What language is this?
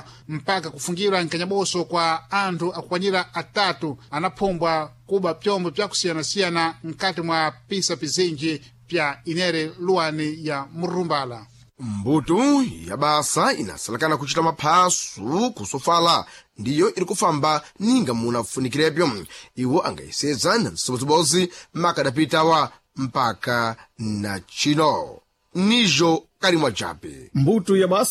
Sena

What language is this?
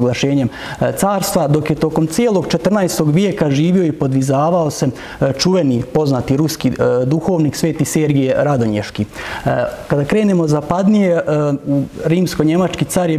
Serbian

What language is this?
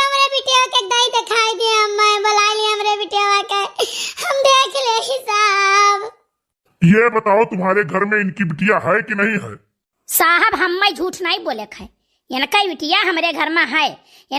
Awadhi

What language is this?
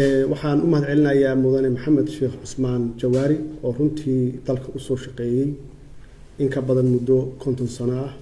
Somali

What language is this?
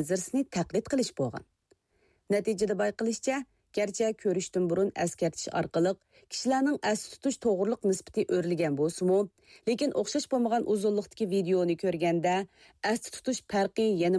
Uyghur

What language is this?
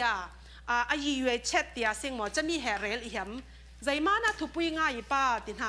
Falam Chin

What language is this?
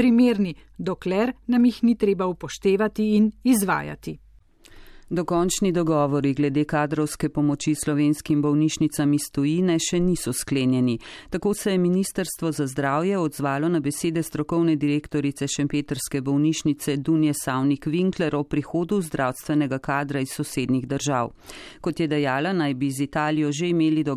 Slovenian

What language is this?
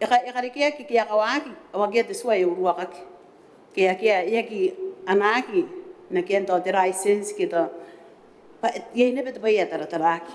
Gilbertese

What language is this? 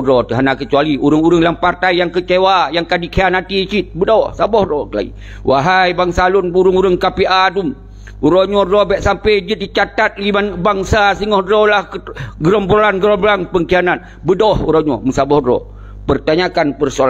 Achinese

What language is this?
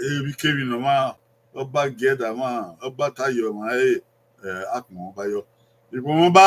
Bini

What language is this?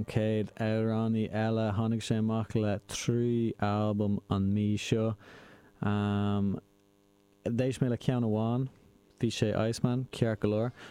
Irish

